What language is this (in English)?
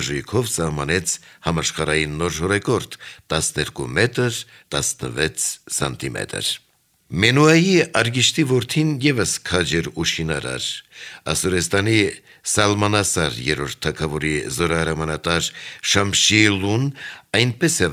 Armenian